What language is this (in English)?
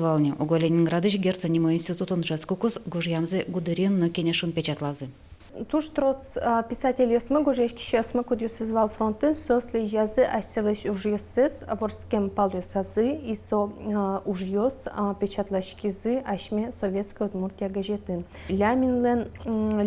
Udmurt